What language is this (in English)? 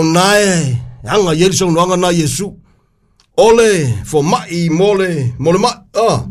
Samoan